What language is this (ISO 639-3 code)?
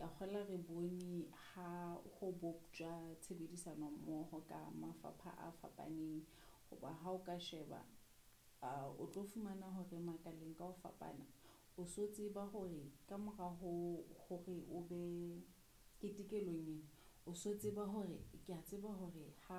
sot